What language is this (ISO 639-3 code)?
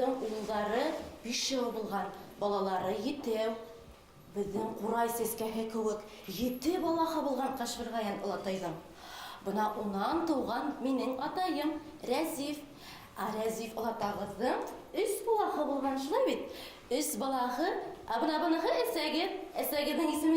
bak